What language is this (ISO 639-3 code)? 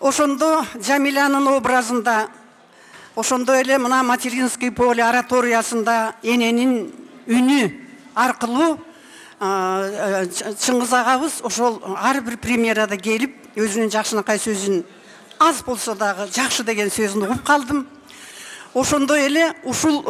kir